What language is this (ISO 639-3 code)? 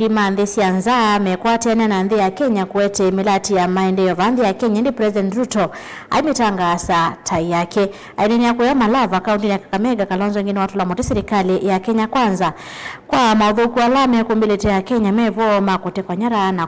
kam